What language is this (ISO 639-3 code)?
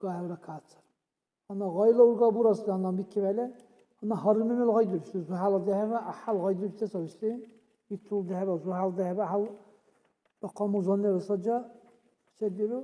dar